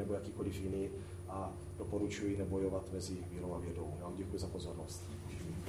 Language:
Czech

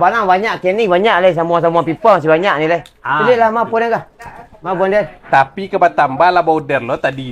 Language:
Minangkabau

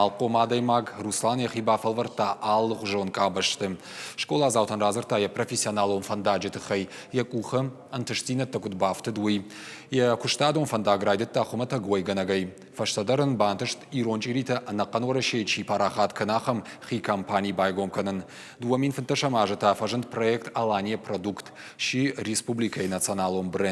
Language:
Ossetic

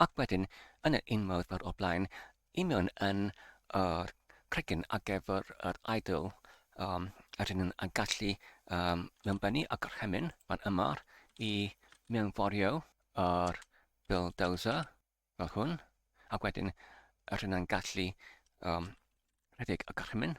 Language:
Welsh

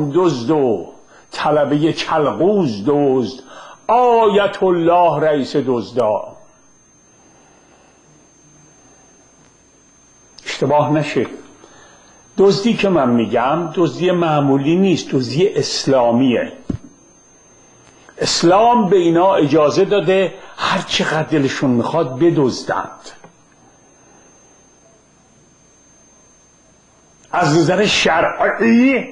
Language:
Persian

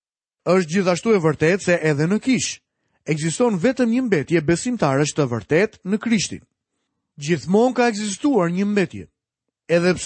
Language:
Albanian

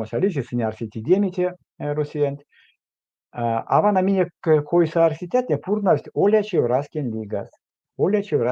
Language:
Erzya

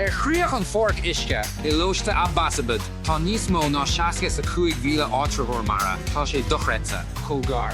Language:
Irish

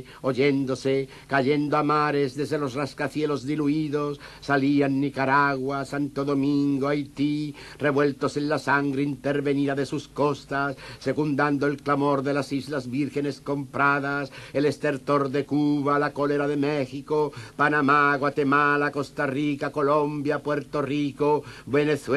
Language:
Spanish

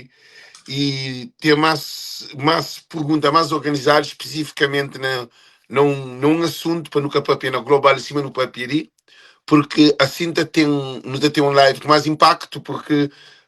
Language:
Kabuverdianu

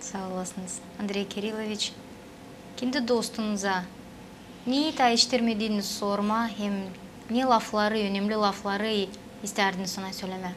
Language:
Gagauz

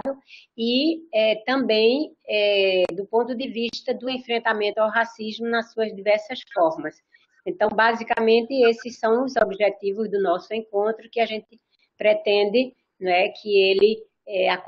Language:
Portuguese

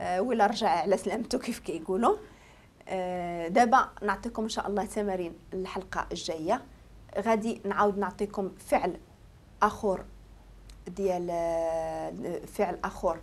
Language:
Moroccan Arabic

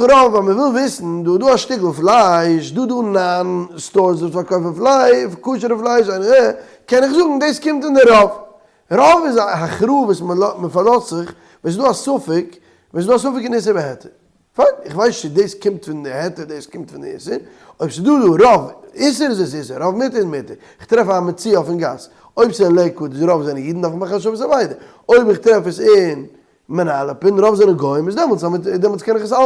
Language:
Yiddish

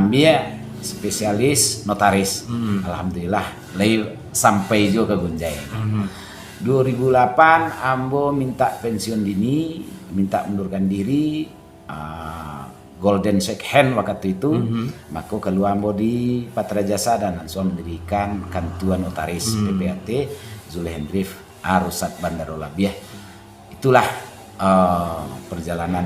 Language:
Minangkabau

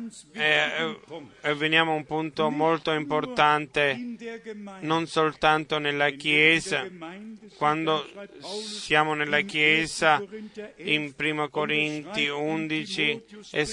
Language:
Italian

